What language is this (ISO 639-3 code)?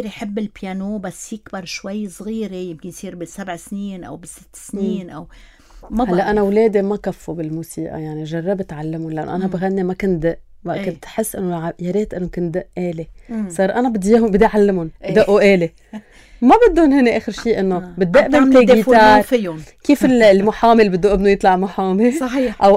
apc